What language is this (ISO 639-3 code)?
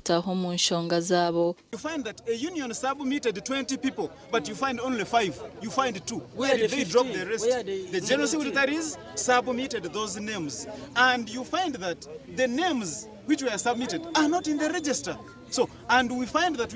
nyn